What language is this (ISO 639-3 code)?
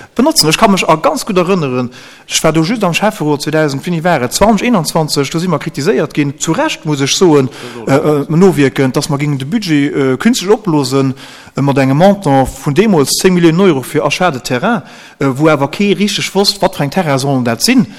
ltz